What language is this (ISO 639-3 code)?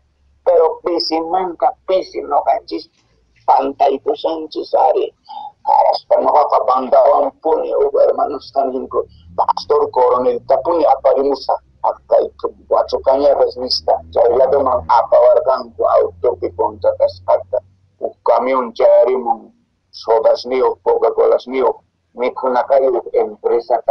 que